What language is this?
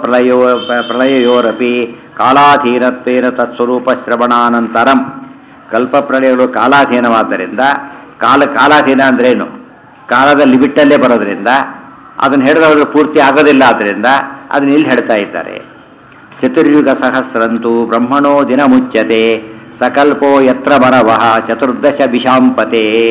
Kannada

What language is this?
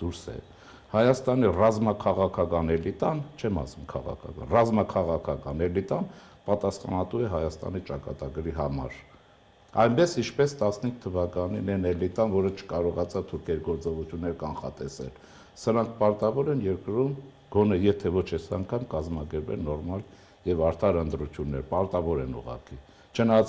Armenian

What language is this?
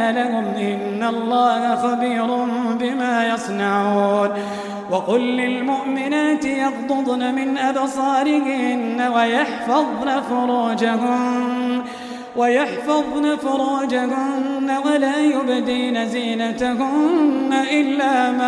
Arabic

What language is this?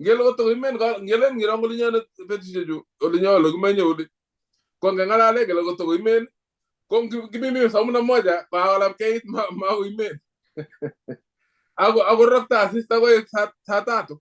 Kalenjin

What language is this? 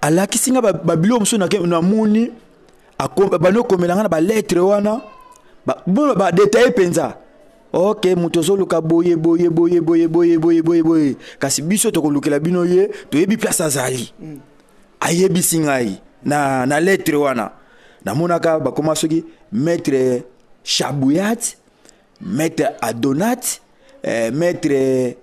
Lingala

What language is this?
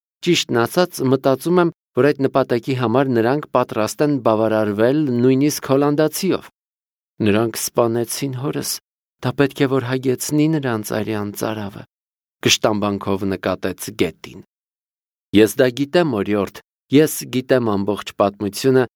Armenian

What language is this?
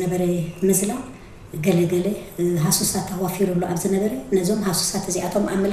Tigrinya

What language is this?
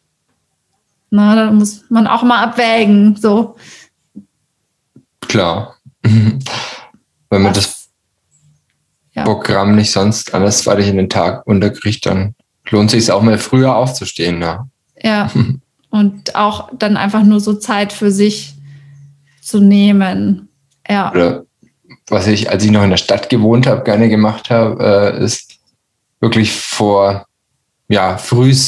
German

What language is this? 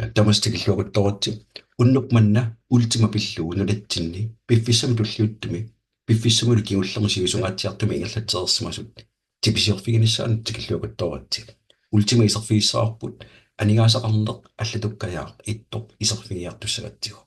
Kalaallisut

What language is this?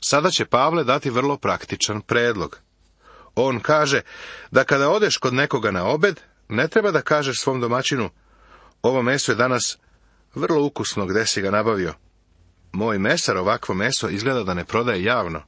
Serbian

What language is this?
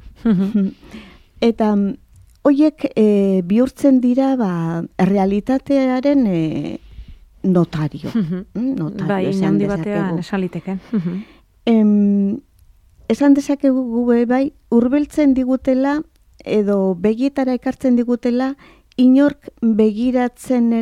Basque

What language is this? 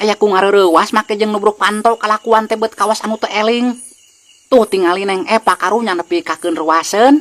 Sundanese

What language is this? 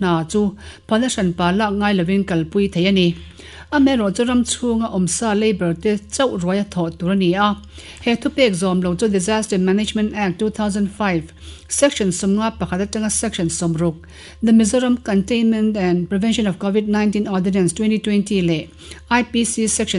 Mizo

